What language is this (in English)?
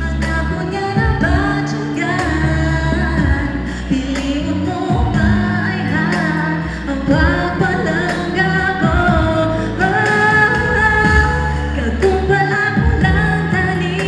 Hiligaynon